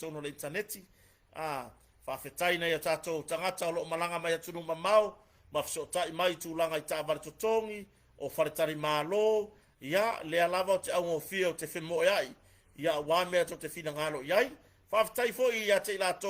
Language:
Samoan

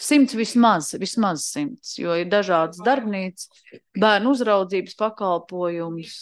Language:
Latvian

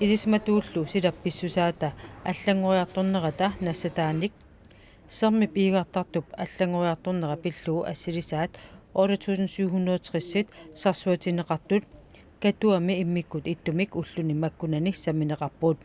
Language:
Kalaallisut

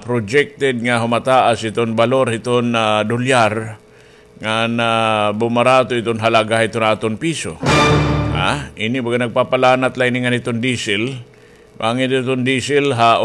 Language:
Waray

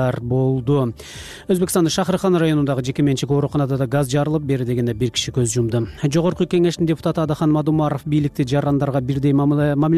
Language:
Kyrgyz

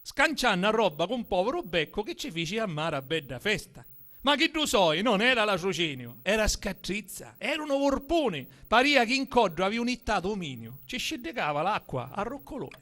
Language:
Sicilian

